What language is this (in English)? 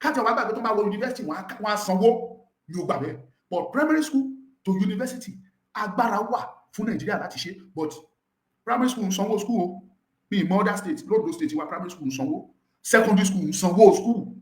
Yoruba